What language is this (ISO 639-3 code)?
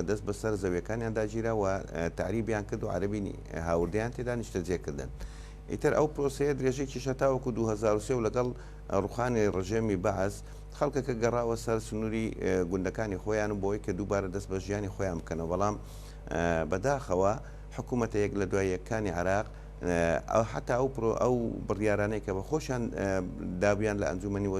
ckb